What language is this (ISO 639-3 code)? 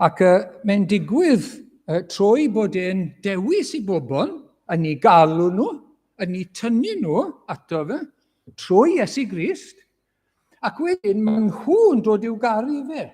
cym